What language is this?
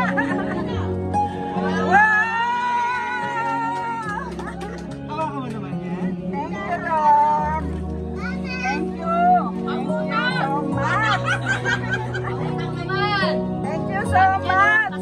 Filipino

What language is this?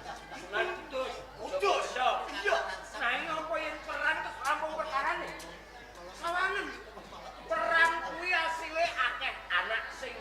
Javanese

